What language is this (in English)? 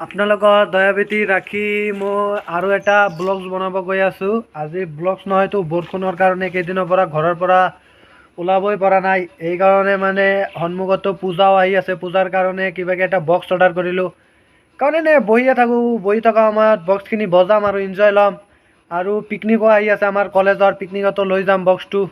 Assamese